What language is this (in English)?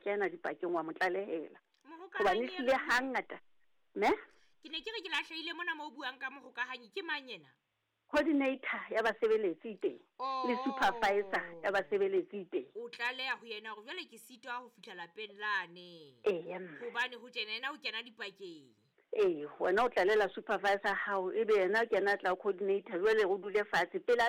Southern Sotho